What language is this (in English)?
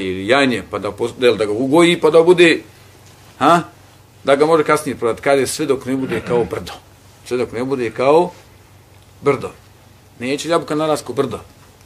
Bosnian